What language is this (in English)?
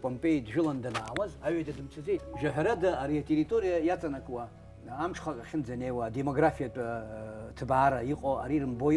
Abkhazian